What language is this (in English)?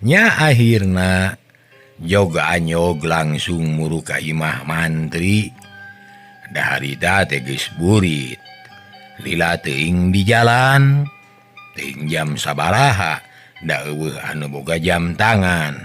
Sundanese